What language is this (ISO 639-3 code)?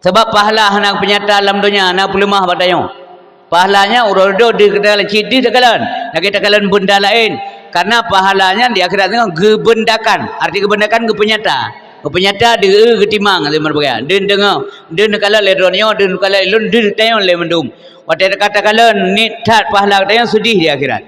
ace